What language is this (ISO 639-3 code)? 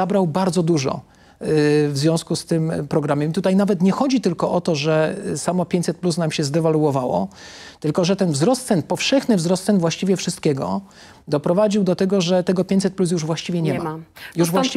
pol